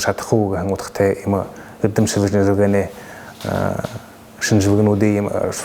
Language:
Buriat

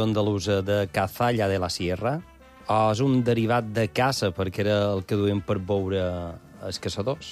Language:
Catalan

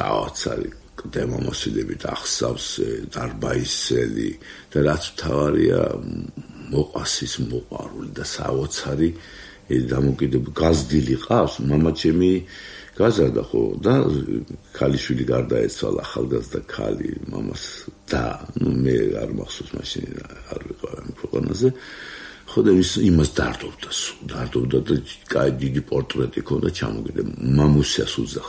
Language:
Georgian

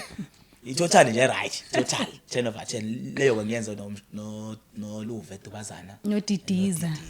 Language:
Zulu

